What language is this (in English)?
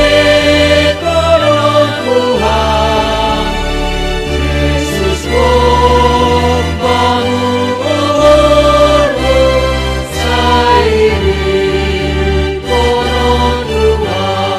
Batak Simalungun